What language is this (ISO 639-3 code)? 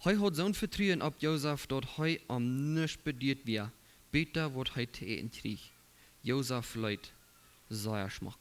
pdt